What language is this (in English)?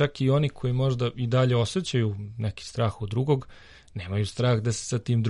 Serbian